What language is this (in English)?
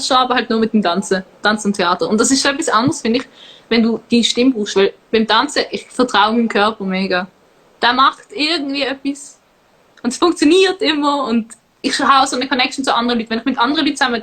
Swiss German